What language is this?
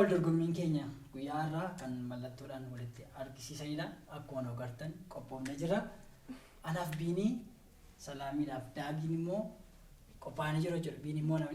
Oromo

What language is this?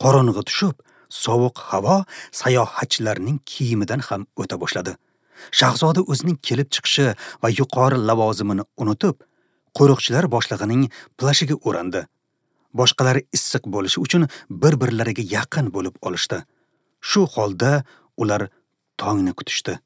Uzbek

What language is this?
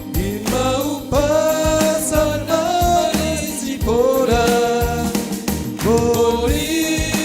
Batak Simalungun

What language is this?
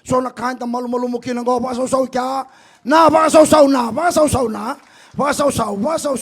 Fijian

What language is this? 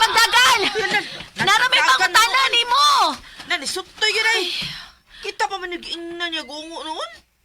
Cebuano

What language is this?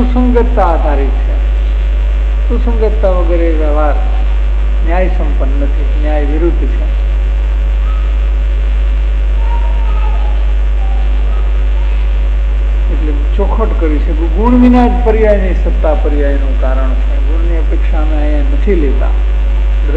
Gujarati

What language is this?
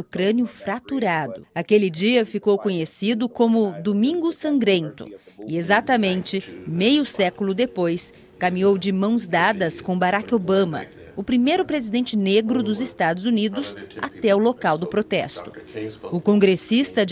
Portuguese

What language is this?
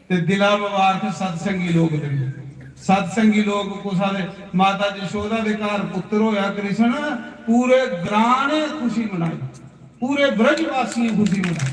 Dogri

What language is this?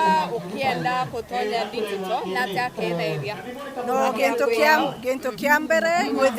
Meru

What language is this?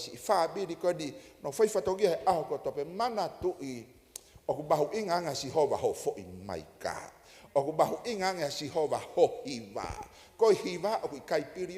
Tongan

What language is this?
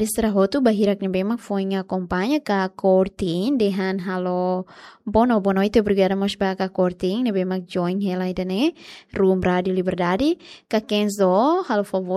Tetum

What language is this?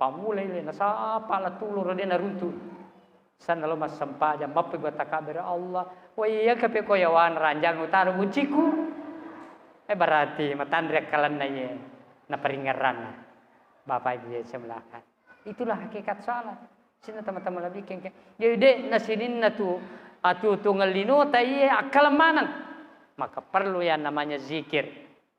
Buginese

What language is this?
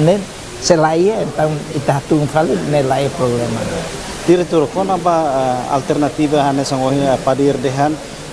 Tetum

